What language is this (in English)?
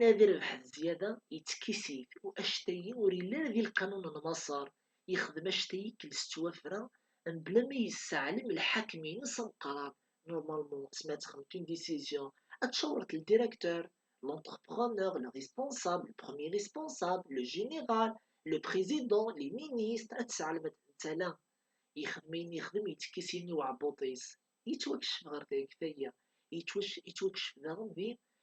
Kabyle